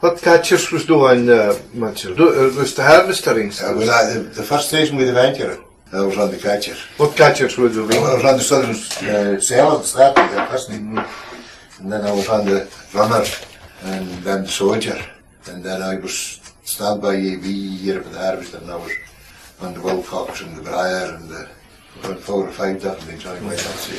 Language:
Scots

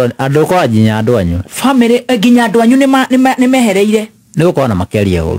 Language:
Kikuyu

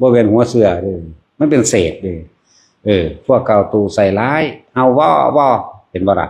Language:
Lao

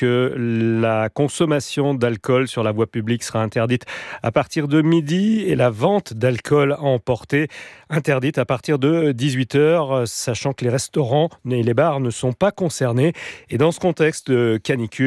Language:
French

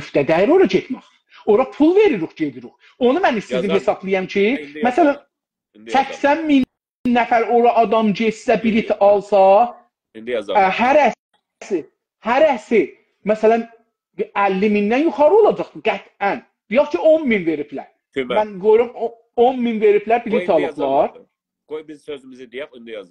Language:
South Azerbaijani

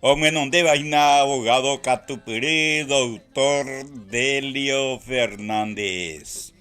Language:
Guarani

